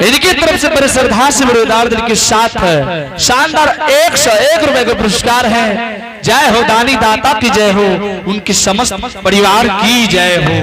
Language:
Angika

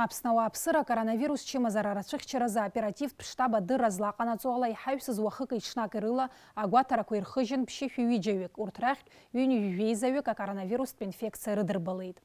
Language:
Abkhazian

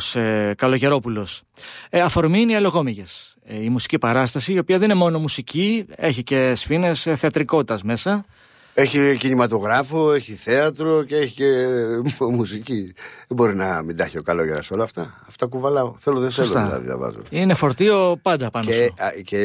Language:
Greek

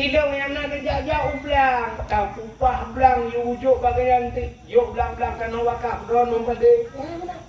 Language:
Achinese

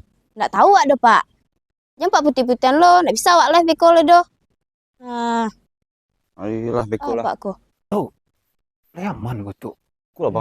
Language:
Minangkabau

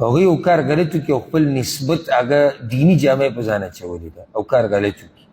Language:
Pashto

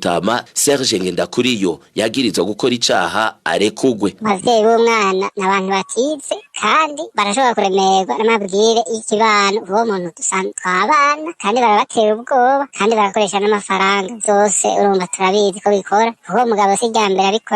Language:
Rundi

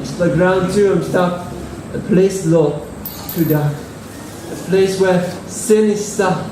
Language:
Tok Pisin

